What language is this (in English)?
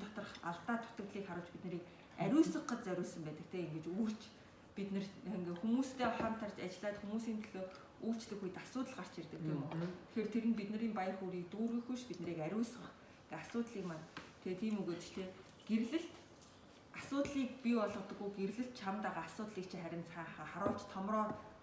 Mongolian